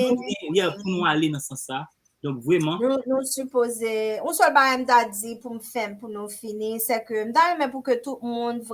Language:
Haitian Creole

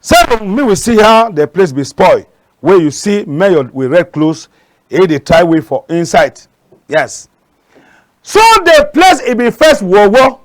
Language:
Cameroon Pidgin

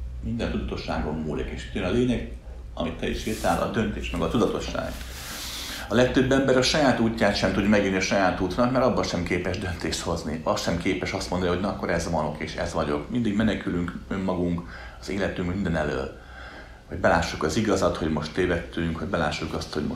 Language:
Hungarian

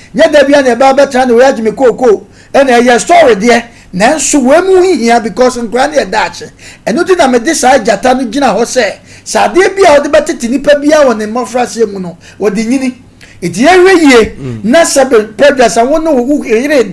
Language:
Akan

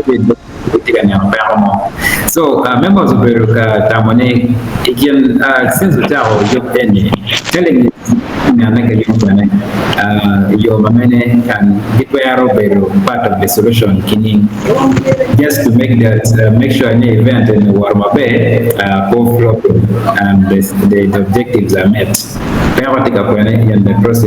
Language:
Acoli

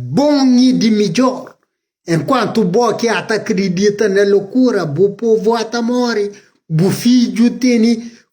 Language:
Kabuverdianu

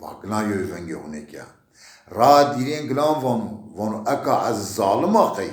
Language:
Zaza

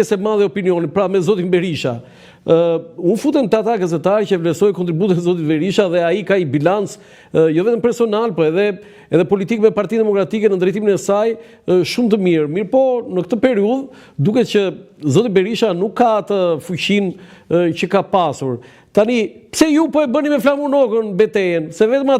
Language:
Albanian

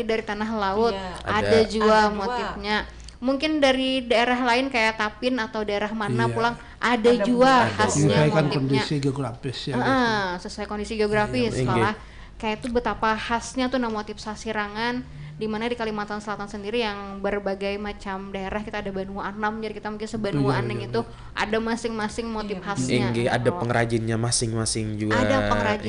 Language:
Banjar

